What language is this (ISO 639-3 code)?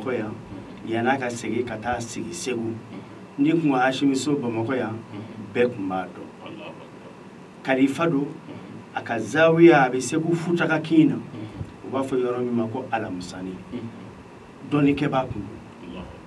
bam